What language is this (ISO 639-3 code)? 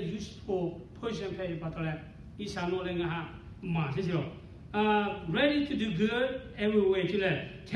lhu